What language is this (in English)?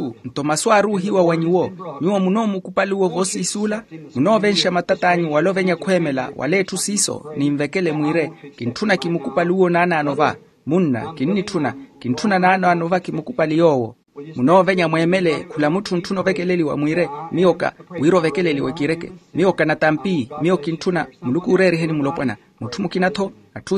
Makhuwa